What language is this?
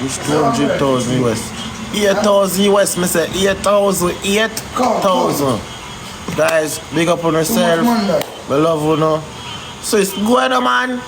Jamaican Creole English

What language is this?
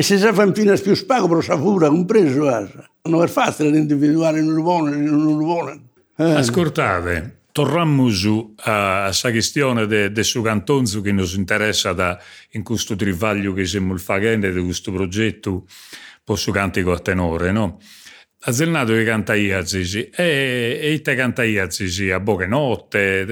Sardinian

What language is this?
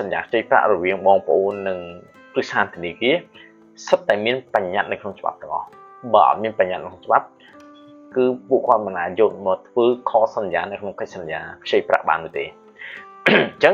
Khmer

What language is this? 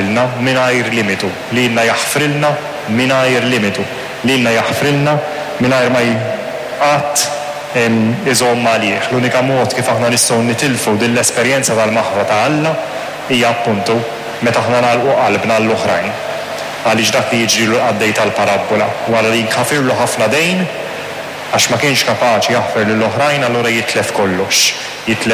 Maltese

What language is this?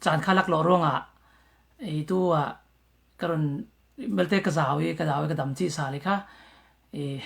Falam Chin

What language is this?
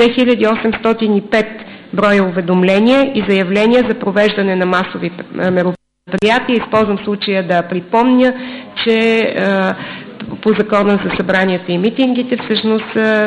Bulgarian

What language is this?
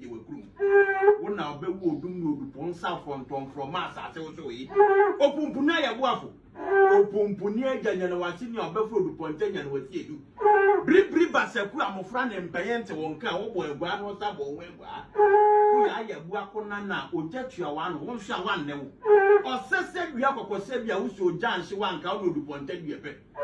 Akan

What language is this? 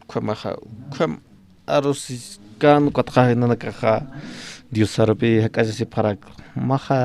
Aymara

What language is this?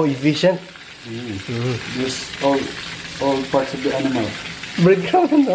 Cebuano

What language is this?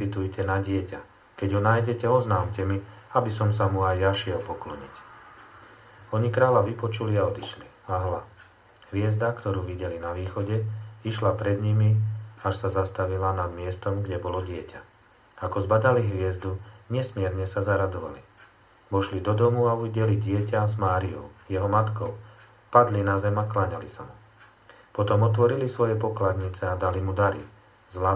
Slovak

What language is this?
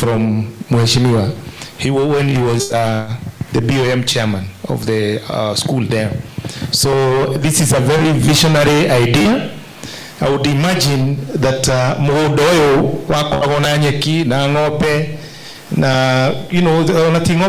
Kikuyu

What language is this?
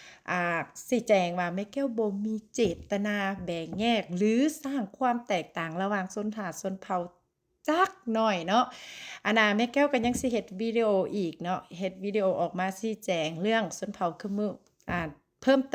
Lao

